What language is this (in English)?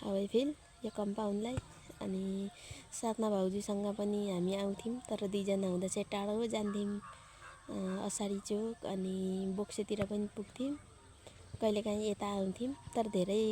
Nepali